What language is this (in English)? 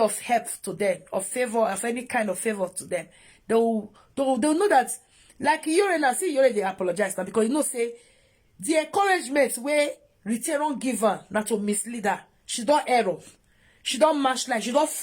Nigerian Pidgin